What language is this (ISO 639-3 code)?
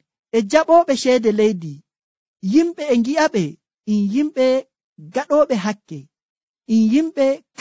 fuv